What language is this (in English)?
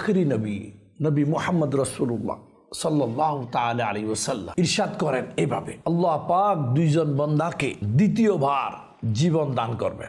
Bangla